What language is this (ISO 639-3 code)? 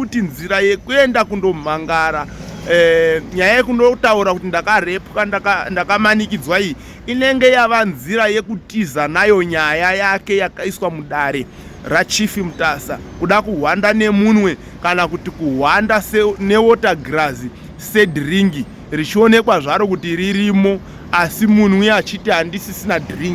sna